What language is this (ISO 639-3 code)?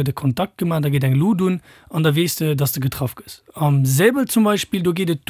ltz